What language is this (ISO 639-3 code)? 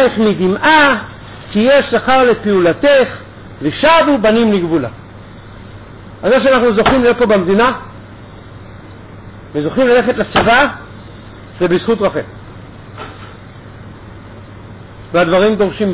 heb